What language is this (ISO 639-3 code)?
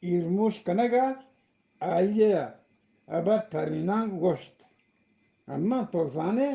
bgp